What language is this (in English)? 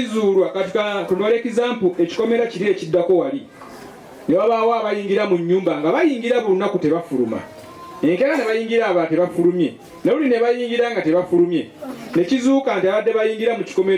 Ganda